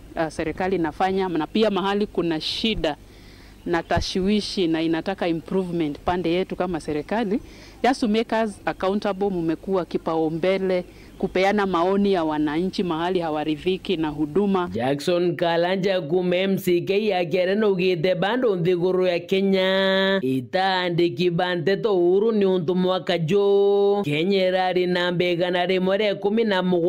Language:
Meru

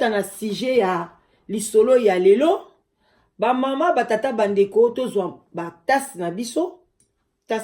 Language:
Lingala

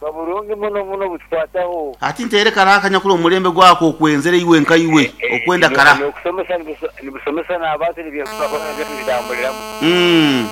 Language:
Nyoro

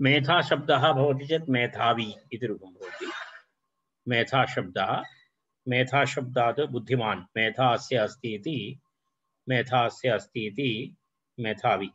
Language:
Sanskrit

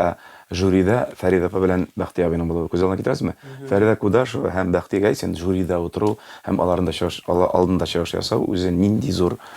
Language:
Tatar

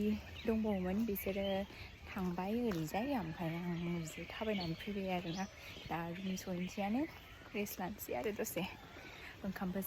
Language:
Bodo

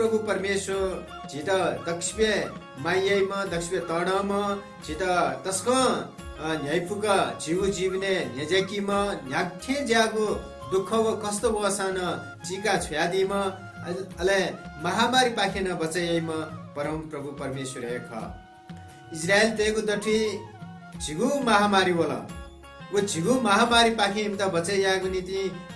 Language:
Newari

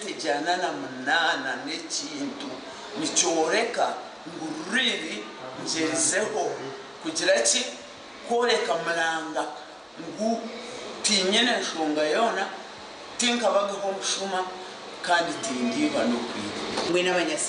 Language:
Nyankole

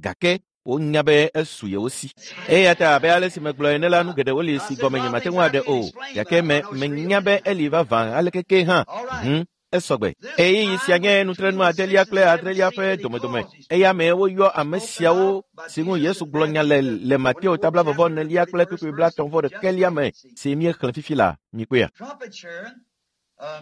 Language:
Ewe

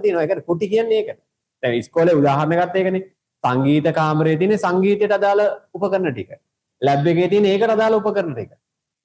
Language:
Sinhala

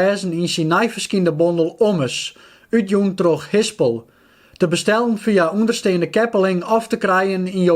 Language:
Western Frisian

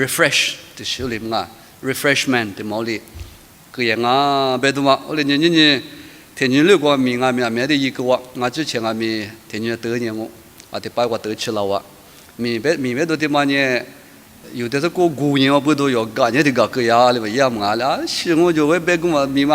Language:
Lisu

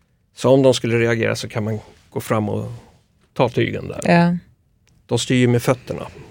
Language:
Swedish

